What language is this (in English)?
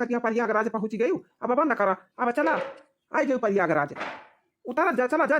Awadhi